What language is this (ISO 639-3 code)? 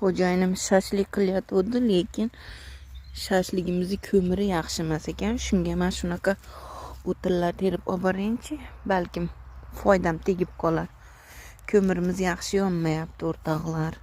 uzb